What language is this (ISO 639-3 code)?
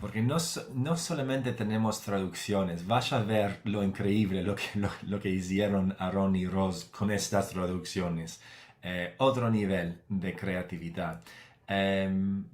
lad